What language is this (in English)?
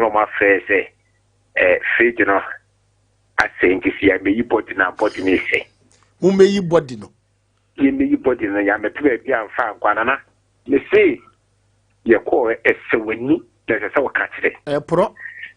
Akan